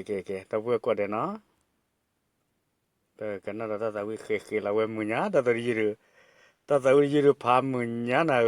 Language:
S'gaw Karen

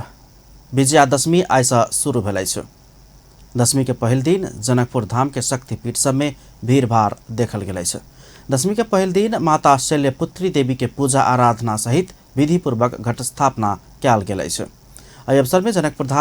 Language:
Maithili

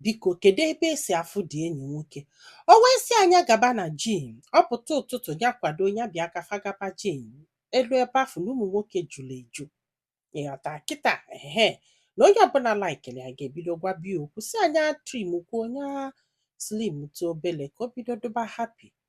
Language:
Igbo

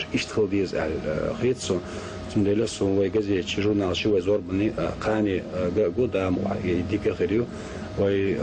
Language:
Chechen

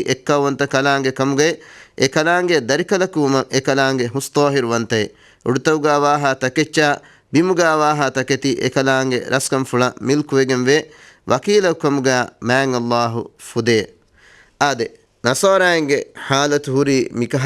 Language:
Divehi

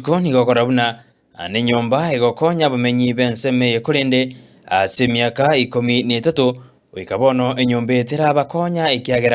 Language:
Gusii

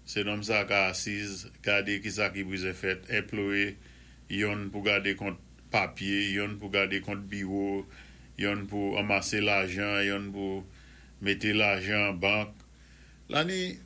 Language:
Saint Lucian Creole French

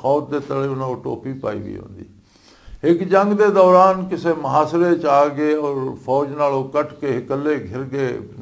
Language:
Western Panjabi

